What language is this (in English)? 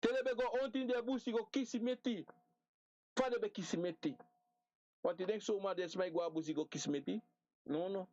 Sranan Tongo